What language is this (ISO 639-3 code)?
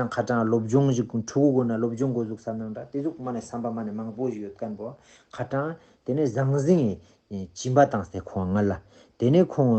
lbj